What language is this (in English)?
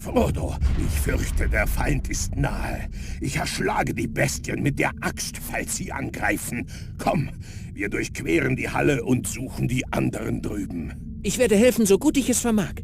Bavarian